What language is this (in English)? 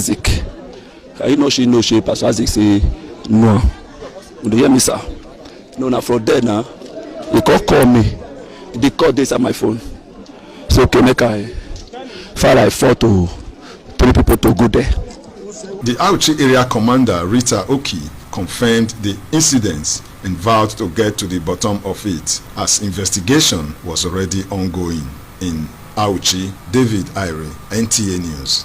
Nigerian Pidgin